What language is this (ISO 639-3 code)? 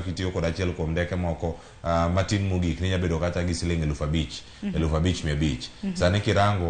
luo